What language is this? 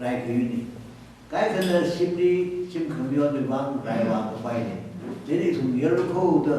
Tangkhul Naga (India)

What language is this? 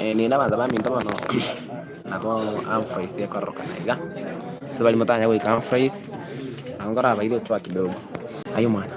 Gusii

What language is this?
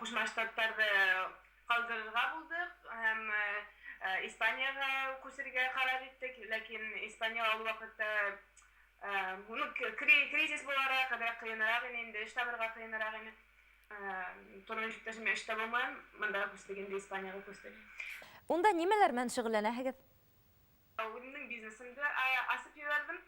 Bashkir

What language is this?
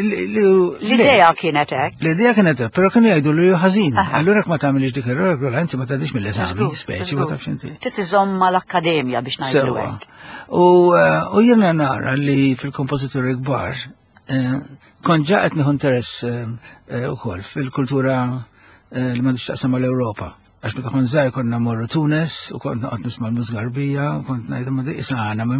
Maltese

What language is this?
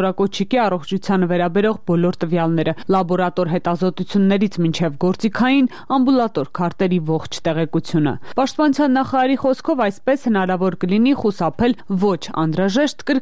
Armenian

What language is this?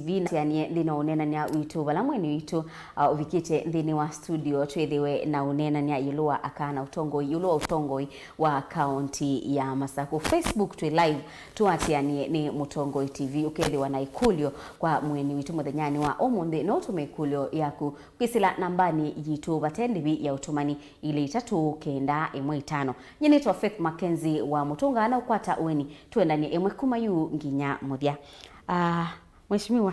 Kamba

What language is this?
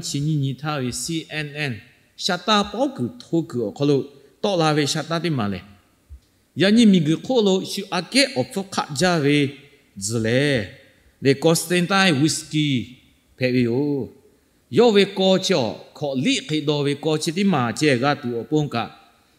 Lahu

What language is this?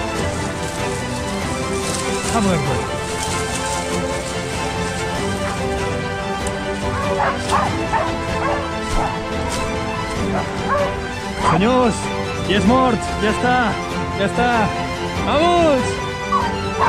Catalan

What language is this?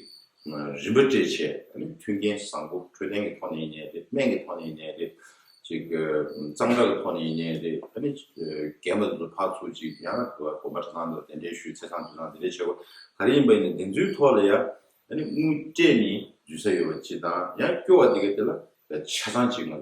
Tibetan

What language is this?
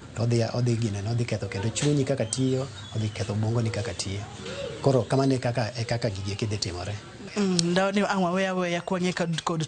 Luo (Kenya and Tanzania)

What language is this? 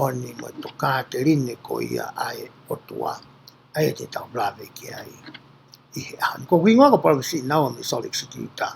Tongan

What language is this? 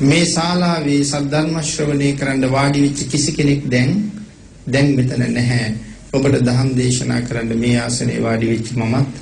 Sinhala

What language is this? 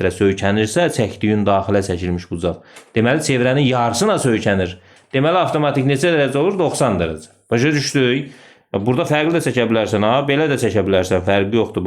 Azerbaijani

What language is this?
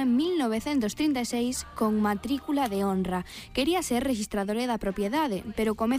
Galician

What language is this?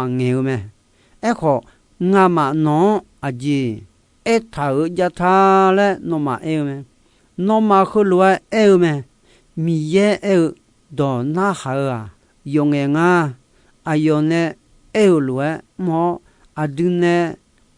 Akha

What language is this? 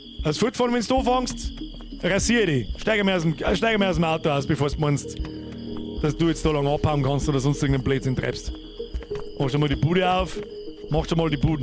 Bavarian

